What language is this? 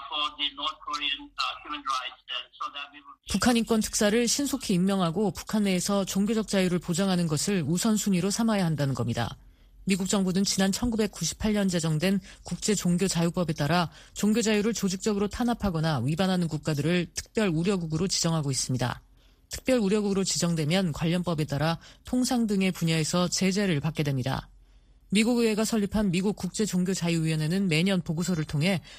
Korean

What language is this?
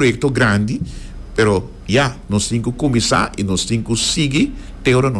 Papiamento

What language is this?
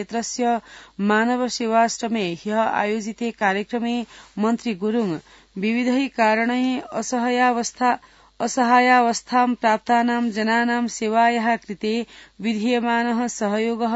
Sanskrit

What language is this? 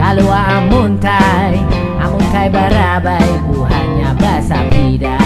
Banjar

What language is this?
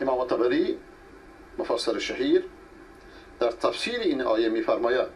Persian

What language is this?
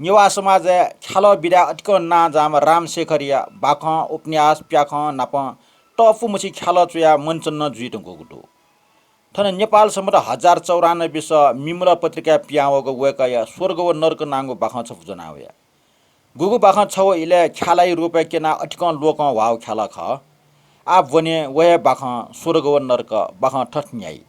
Newari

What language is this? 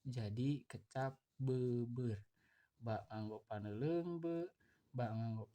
Sundanese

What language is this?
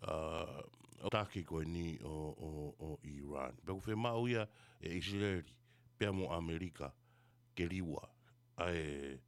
Tongan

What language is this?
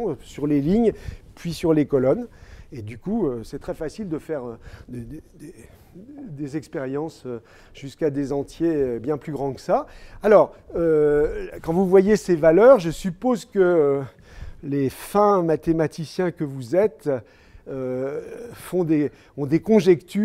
French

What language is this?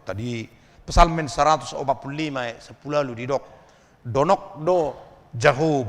Batak Toba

